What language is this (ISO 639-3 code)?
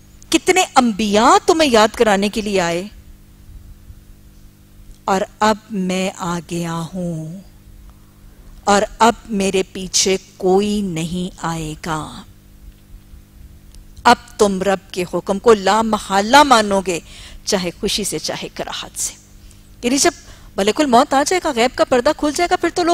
urd